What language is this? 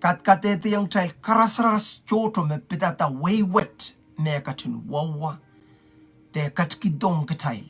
Pohnpeian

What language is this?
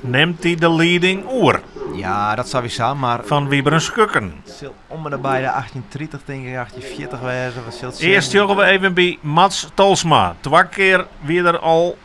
Western Frisian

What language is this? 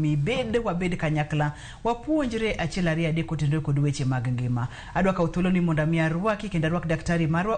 Luo (Kenya and Tanzania)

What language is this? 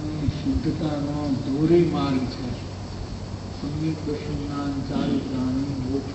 Gujarati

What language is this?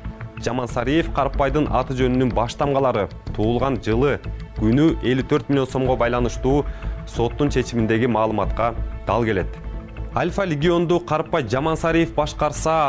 Kyrgyz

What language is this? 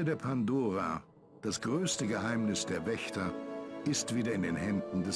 Bavarian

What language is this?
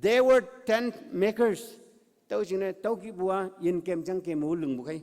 Konyak Naga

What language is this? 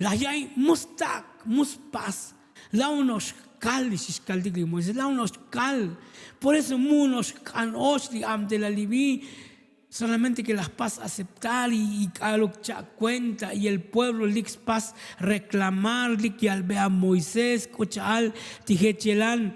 Tzotzil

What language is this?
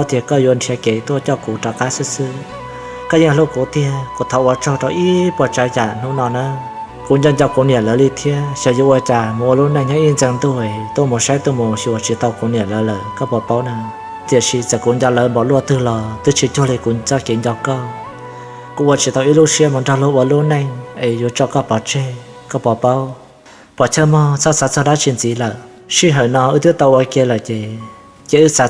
Hmong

